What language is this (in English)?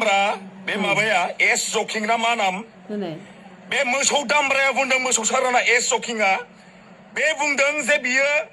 Bodo